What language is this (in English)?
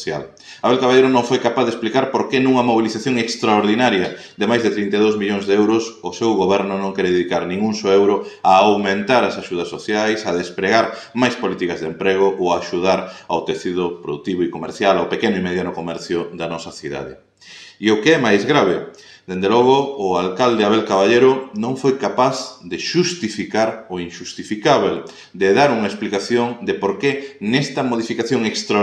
Galician